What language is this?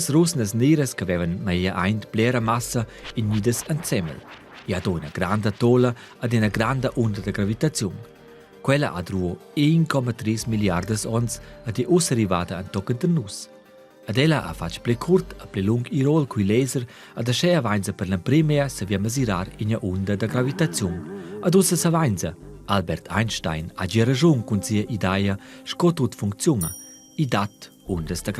Romansh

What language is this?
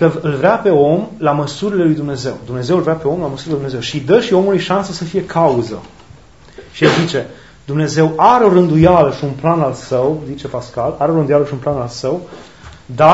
Romanian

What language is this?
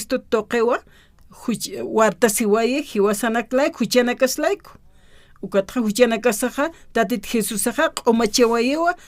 Aymara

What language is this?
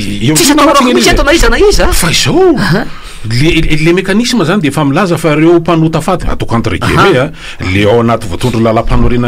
Malagasy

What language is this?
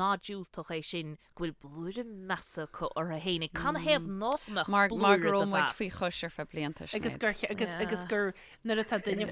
Irish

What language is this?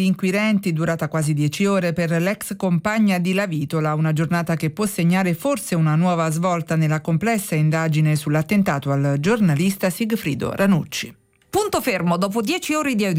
Italian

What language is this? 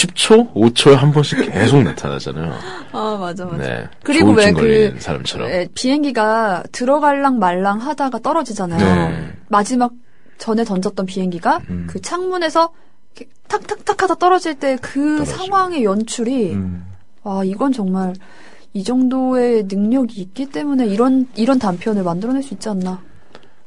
Korean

